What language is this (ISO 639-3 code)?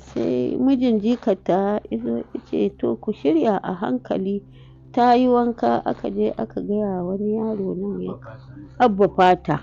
hau